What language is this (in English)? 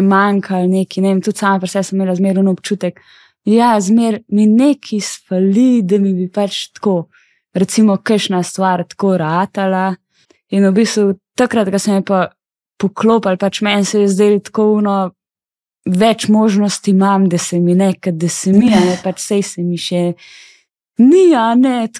Slovenian